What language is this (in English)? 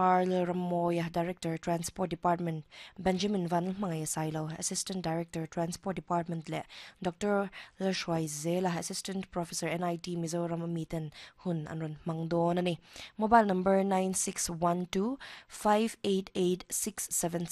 Mizo